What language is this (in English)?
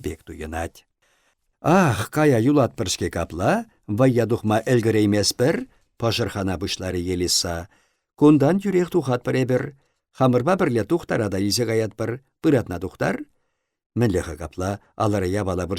Chuvash